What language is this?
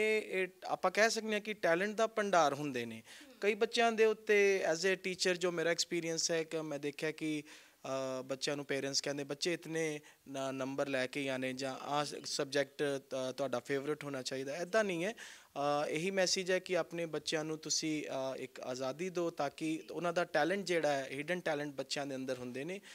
Punjabi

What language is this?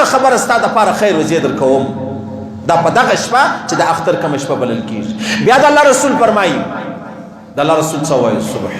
Pashto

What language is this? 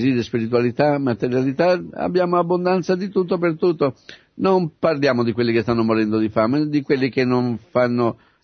Italian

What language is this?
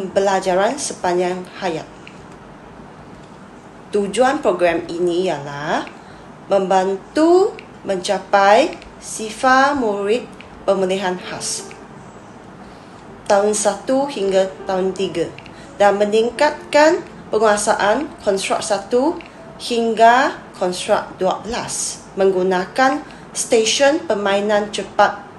Malay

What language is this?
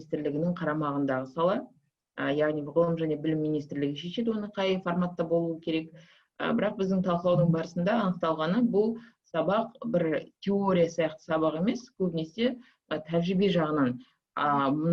Kazakh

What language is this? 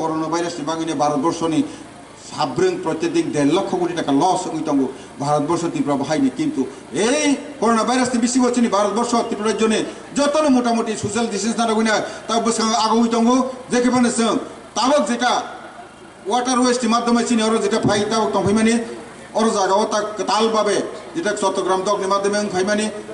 Kok Borok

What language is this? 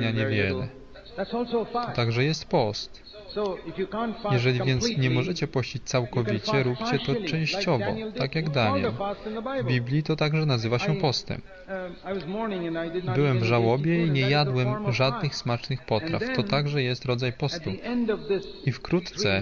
Polish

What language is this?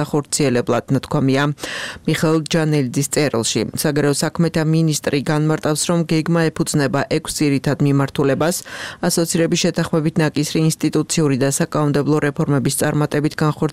Georgian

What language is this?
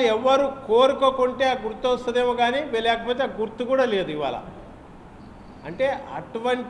Telugu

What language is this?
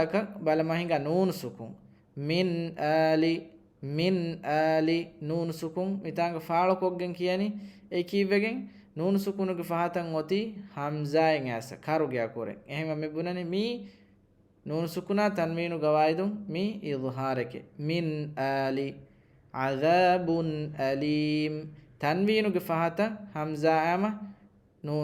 Divehi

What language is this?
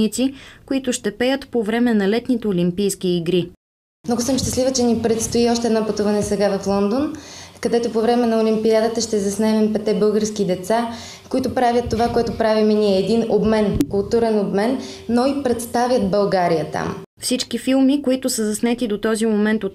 Bulgarian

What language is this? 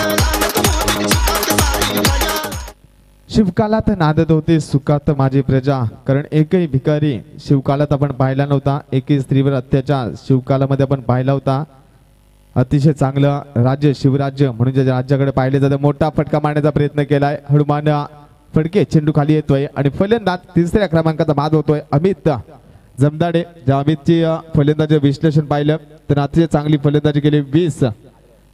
Marathi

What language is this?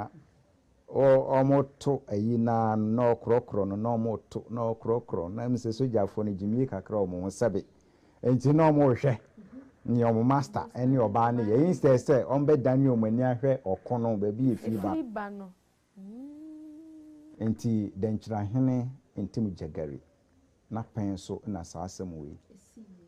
Akan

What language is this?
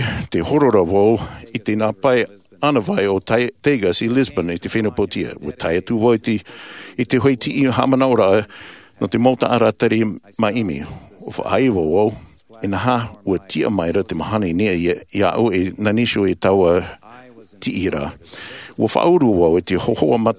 Tahitian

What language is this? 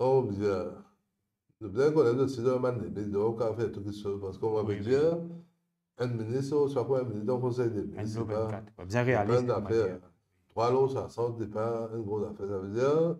Morisyen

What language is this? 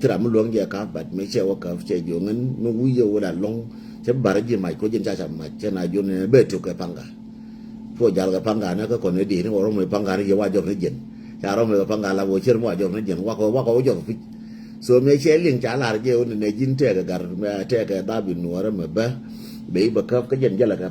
Nuer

